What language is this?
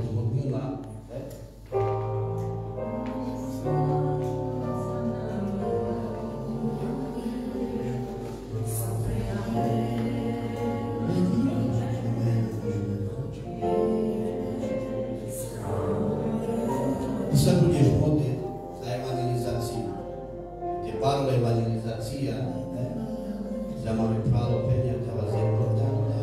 Slovak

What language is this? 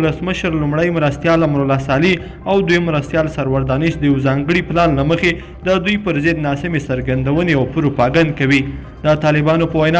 Pashto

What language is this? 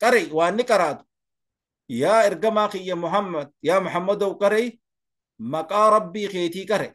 Oromo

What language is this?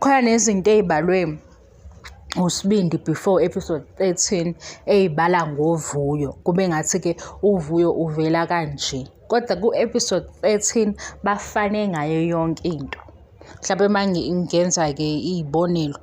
Zulu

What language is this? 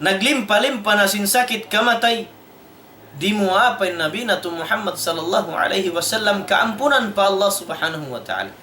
Tausug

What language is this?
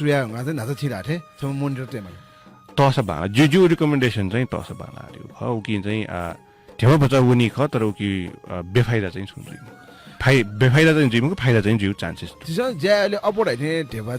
Newari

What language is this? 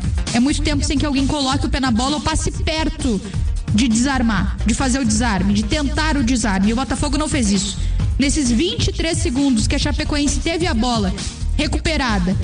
Portuguese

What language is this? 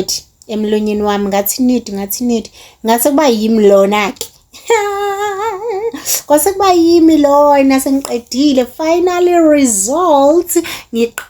Zulu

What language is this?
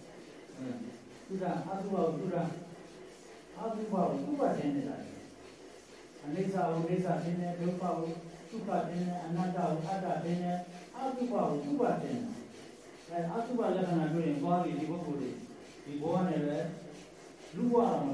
Burmese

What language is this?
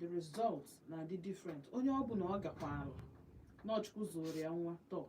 Igbo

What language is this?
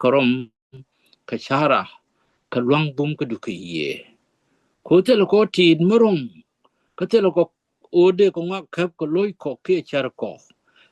Nuer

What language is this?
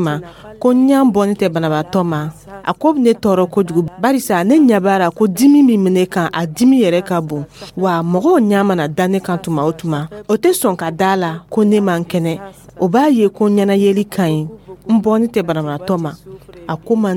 Dyula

